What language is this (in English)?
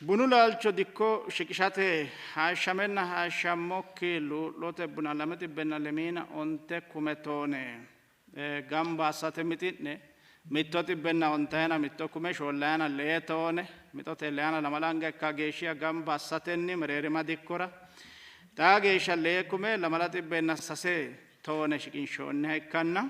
Sidamo